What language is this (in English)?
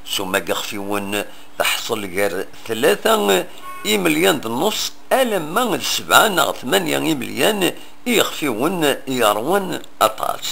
Kabyle